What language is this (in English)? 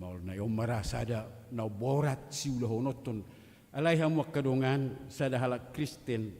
Batak Toba